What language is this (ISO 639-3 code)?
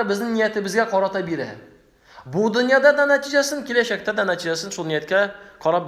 tat